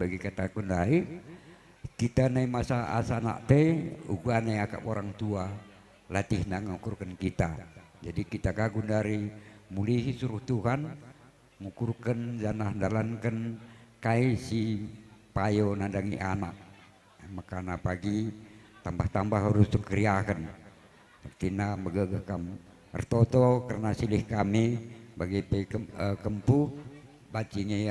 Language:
Batak Karo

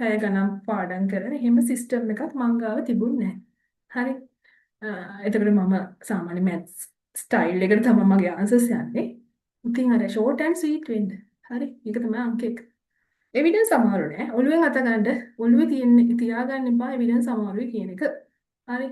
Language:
Sinhala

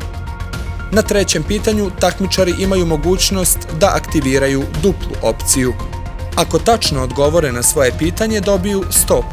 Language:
Bosnian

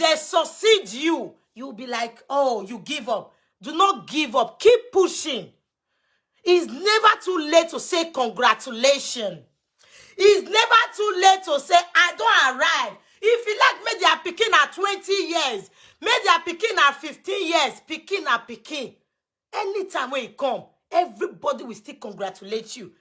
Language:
Nigerian Pidgin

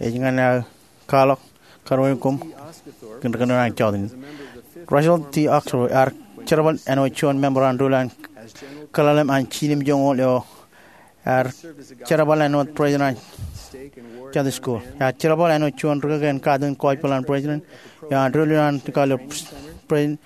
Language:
Marshallese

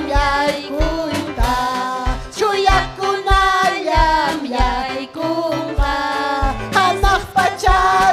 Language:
Ayacucho Quechua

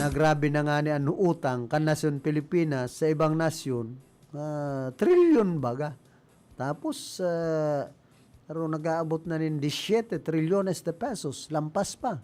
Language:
Bikol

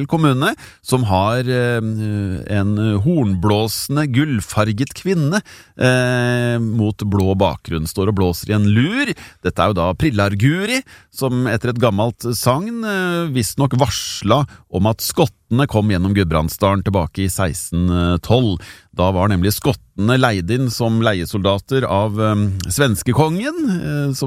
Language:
Norwegian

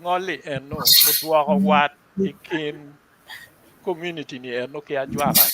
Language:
Acoli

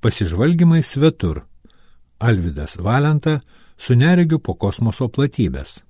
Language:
Lithuanian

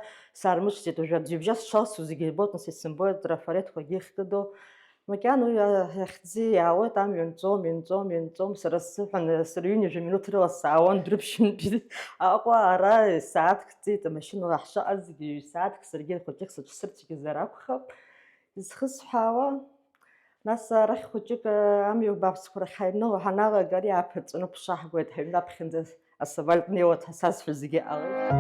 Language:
Abkhazian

